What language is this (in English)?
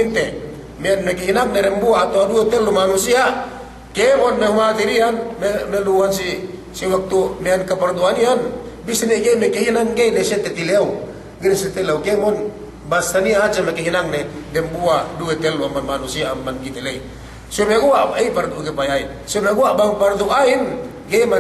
Yakan